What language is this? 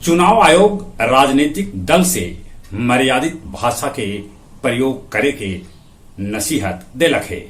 Magahi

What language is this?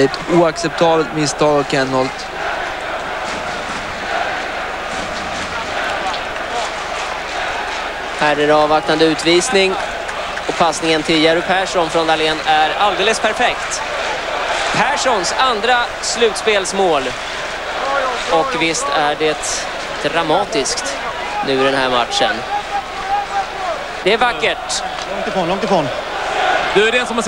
Swedish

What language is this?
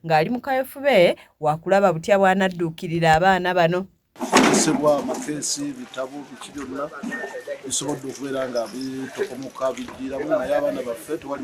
Ganda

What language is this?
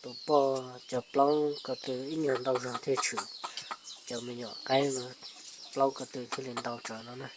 Hmong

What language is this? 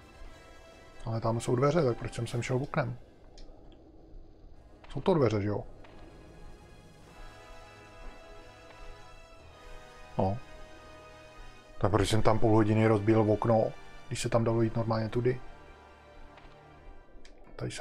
Czech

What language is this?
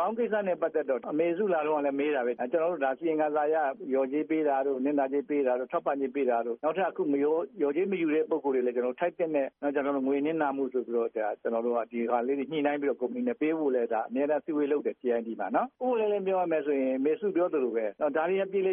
Burmese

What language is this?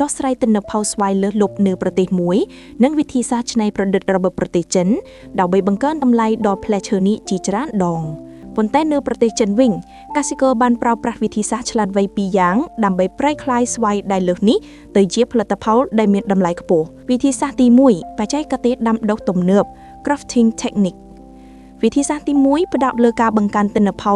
Khmer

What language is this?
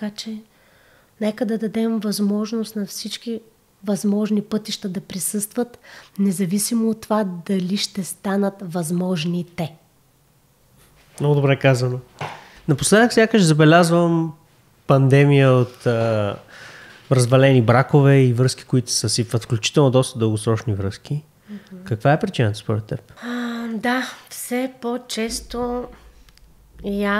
Bulgarian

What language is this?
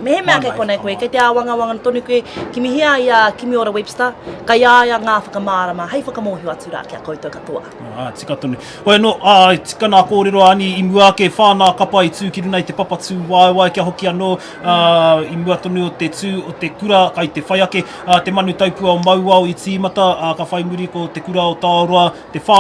Māori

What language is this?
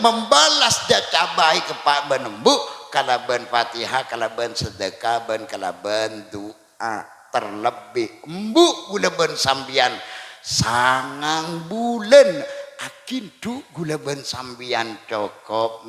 Madurese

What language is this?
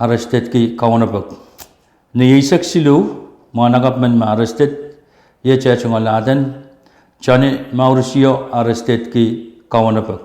Pohnpeian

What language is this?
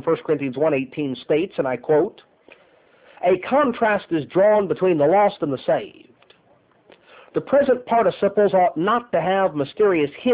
English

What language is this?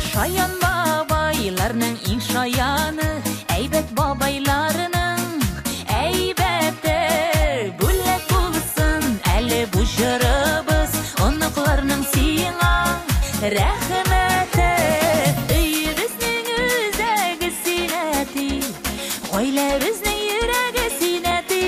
Bashkir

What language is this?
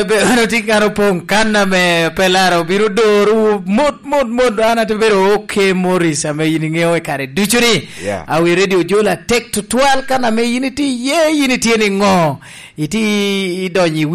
Lango (Uganda)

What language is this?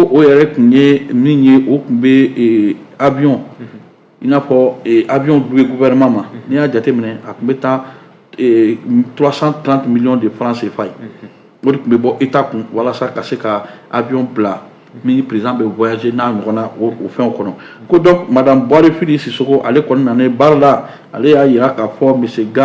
Bambara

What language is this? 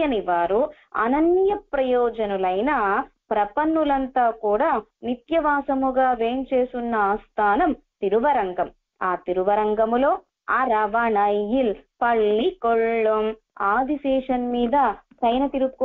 Telugu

